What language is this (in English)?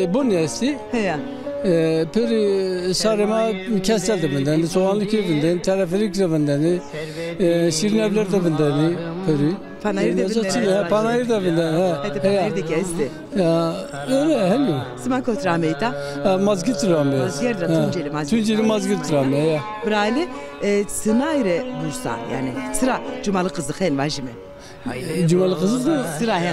Zaza